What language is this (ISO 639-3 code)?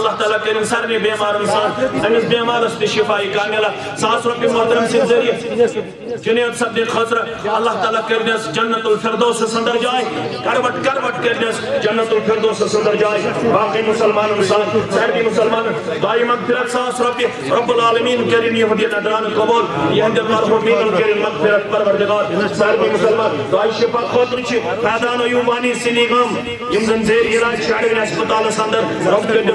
kas